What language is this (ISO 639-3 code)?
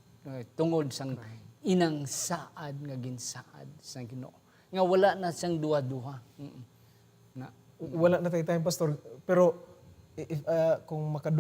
hil